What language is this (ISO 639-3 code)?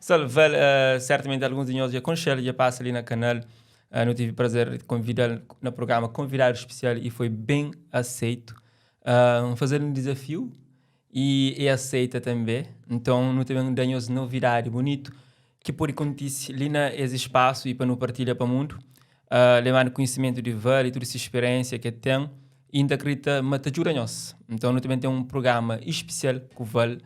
kea